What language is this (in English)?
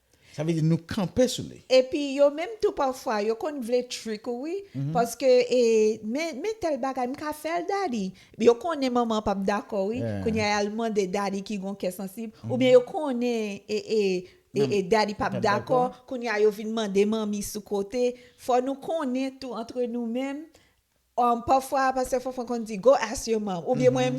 Haitian Creole